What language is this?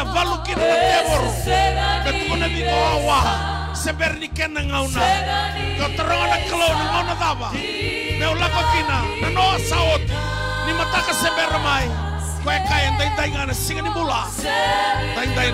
Fijian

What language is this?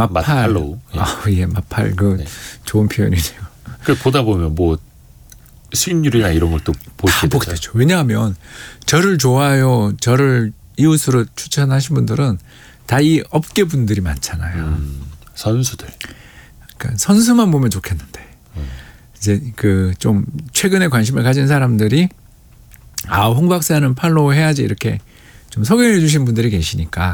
Korean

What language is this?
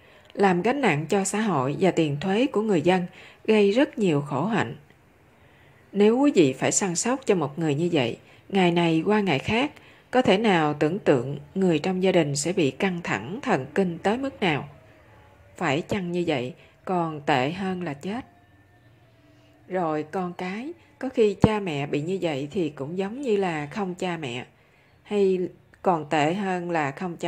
Vietnamese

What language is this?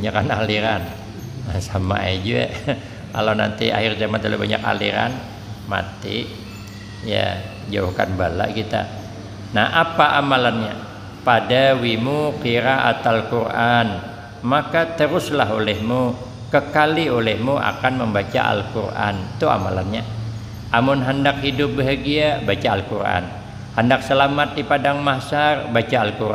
Banjar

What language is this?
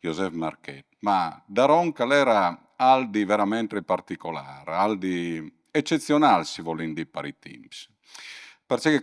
Friulian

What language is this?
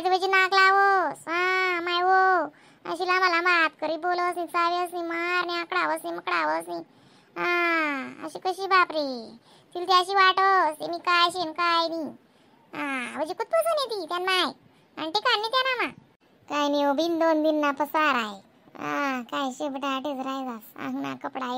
Khandesi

